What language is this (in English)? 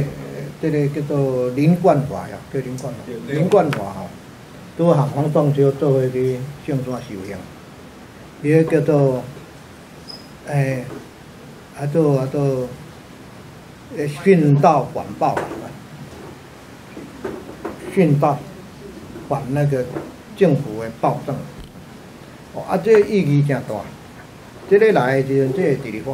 Min Nan Chinese